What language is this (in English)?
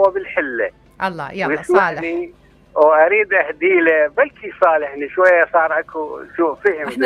Mesopotamian Arabic